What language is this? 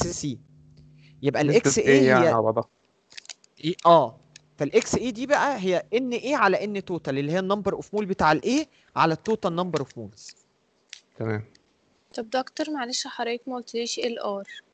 Egyptian Arabic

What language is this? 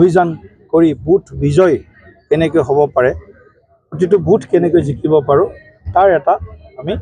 Assamese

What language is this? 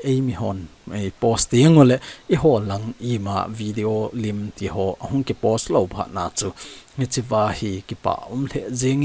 Thado Chin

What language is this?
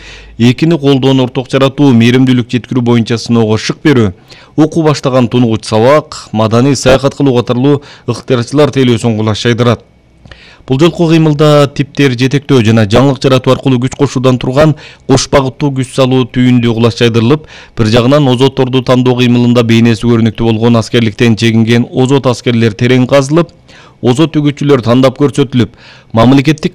Kyrgyz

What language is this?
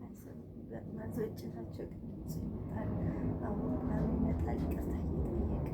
Amharic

